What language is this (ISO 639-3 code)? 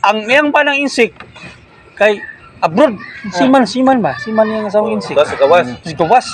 ceb